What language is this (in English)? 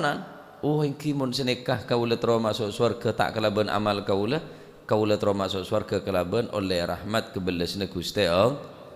Madurese